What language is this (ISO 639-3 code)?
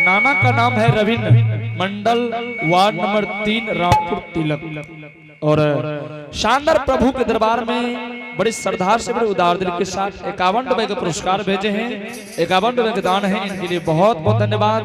anp